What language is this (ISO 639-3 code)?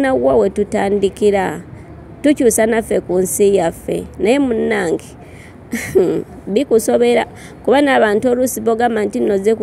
lug